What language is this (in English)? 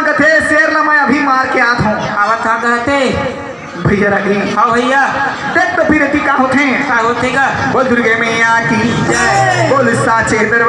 Chhattisgarhi